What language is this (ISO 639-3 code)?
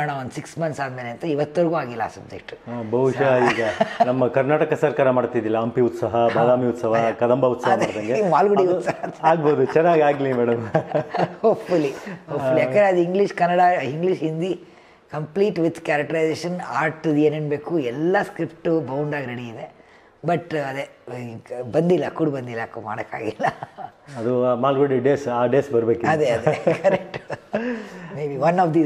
kan